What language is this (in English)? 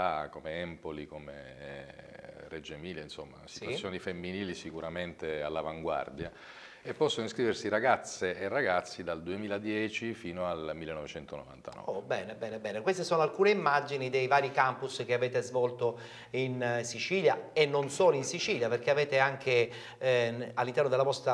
Italian